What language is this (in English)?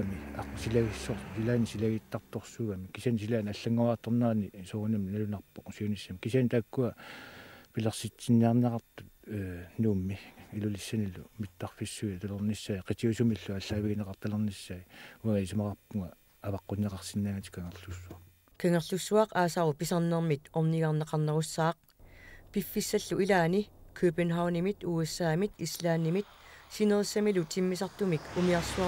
Kalaallisut